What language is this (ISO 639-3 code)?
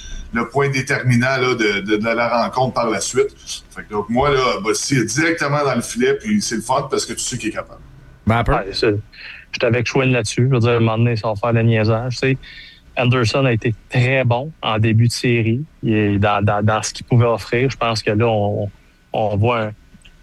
fra